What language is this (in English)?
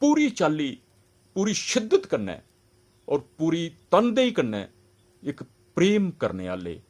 Dogri